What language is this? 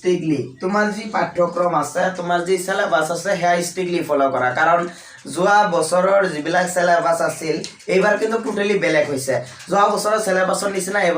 Assamese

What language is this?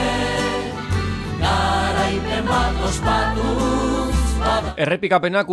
Basque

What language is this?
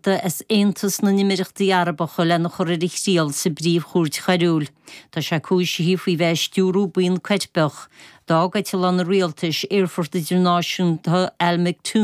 Irish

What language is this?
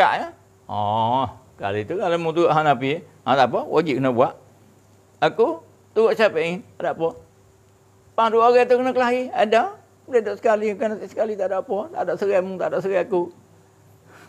Malay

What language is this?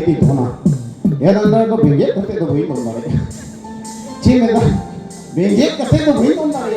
Santali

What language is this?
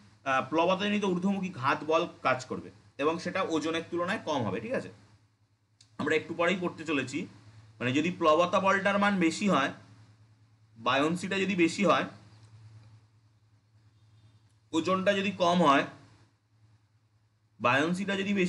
Bangla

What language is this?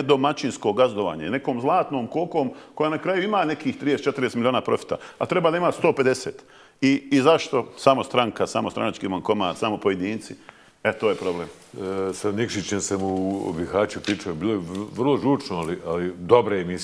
Bosnian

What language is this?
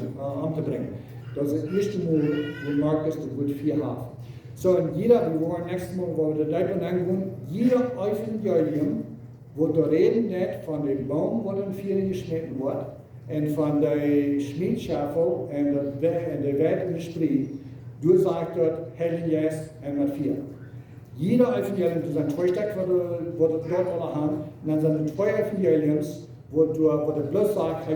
Plautdietsch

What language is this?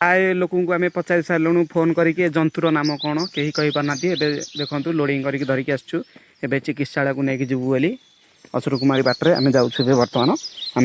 Odia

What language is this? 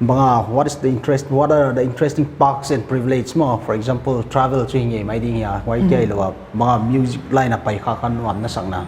Paite Chin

